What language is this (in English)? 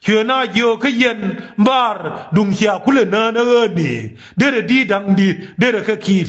Nuer